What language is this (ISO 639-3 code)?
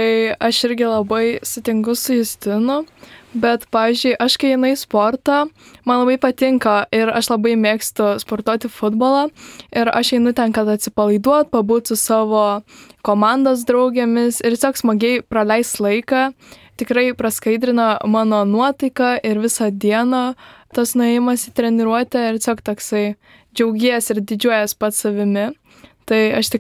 lit